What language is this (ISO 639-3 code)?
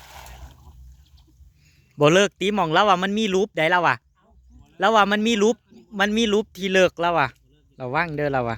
tts